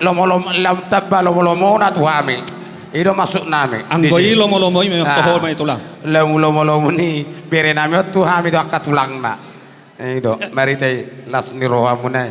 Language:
Batak Toba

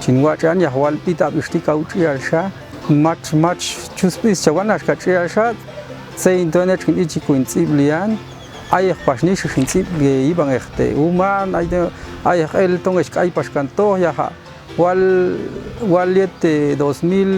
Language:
Popti'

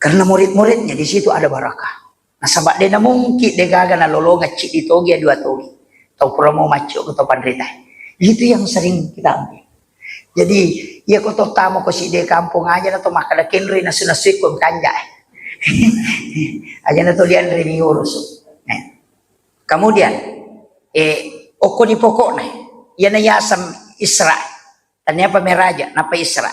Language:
Buginese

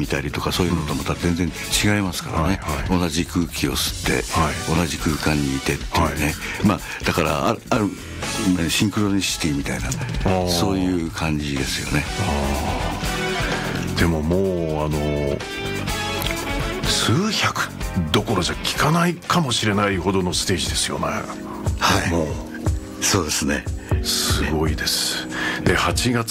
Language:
Japanese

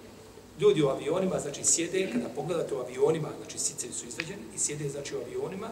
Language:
Bosnian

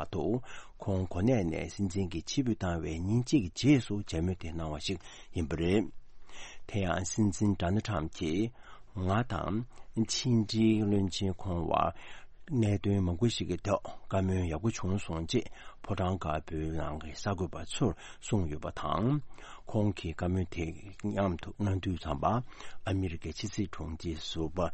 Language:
Tibetan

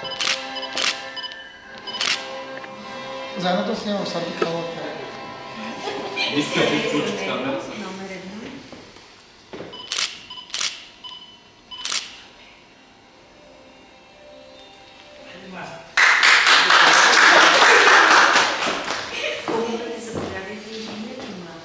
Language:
Bulgarian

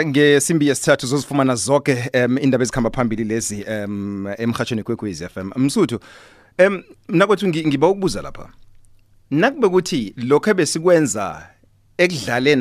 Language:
South Ndebele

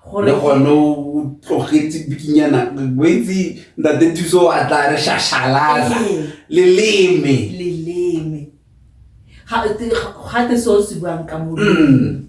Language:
Tswana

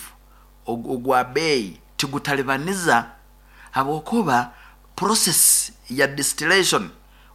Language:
Nyoro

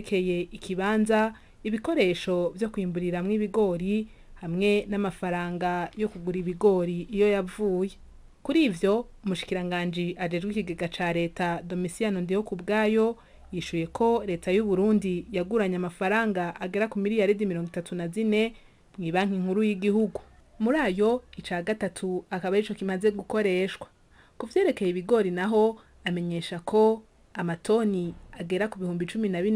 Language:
Rundi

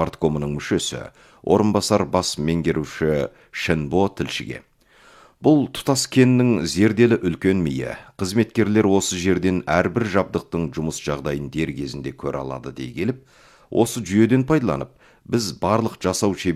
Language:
Kazakh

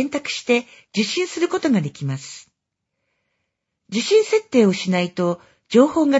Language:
Japanese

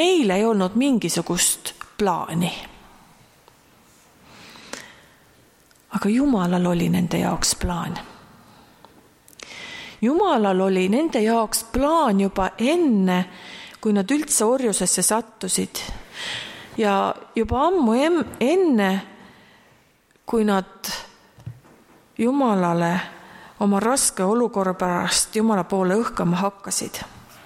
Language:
Estonian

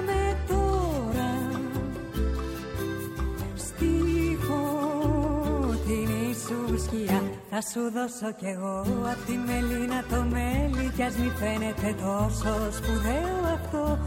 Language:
Greek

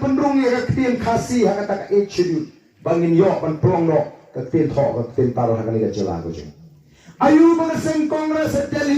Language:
Khasi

